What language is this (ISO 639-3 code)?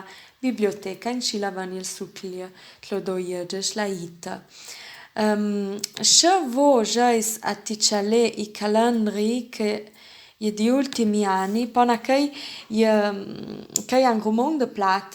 lld